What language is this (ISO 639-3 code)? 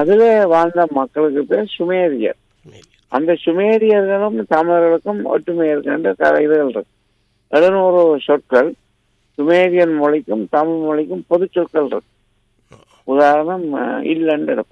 tam